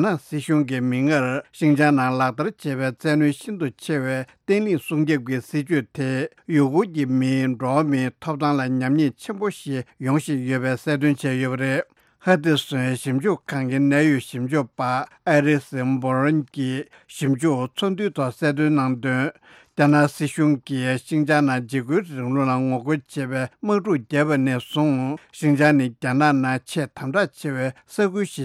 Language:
Tibetan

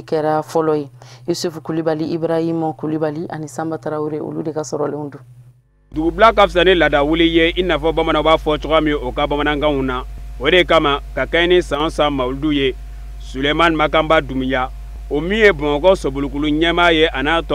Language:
Bambara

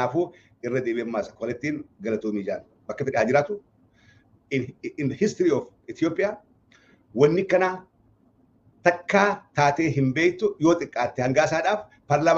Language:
Oromo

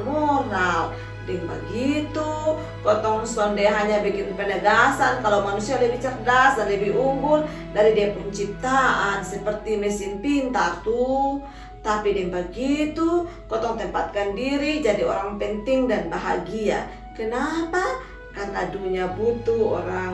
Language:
Kupang Malay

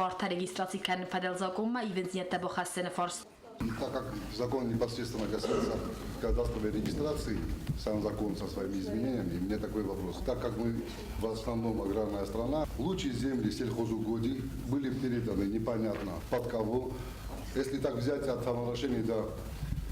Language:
Ossetic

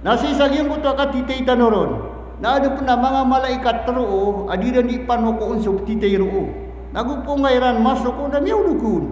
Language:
Maranao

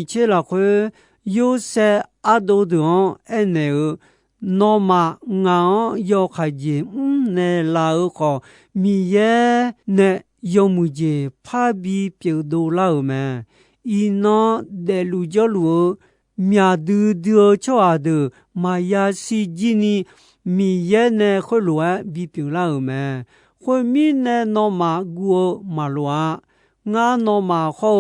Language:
Akha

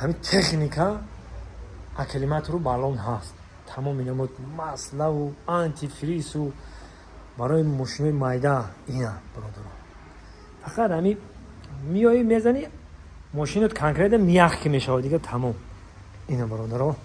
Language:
Tajik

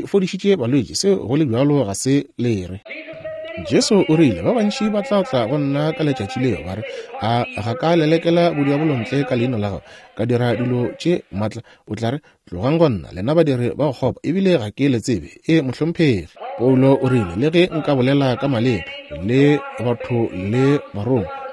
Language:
Northern Sotho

